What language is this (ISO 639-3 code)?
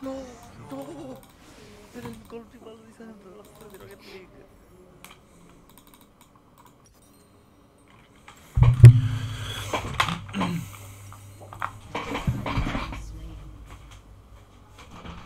ita